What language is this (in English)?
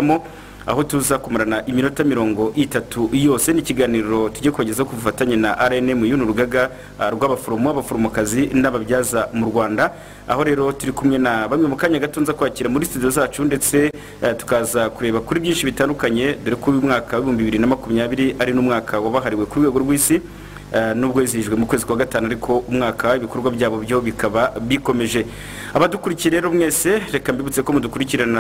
Kinyarwanda